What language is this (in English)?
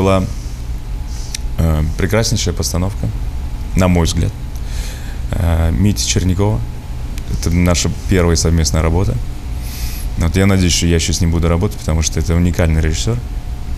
Russian